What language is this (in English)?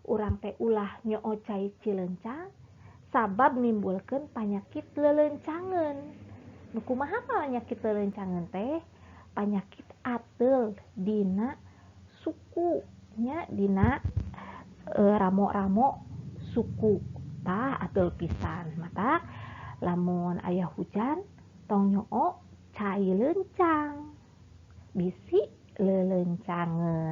Sundanese